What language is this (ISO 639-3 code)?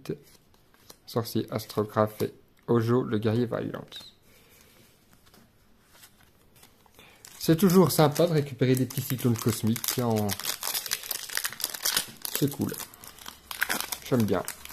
fra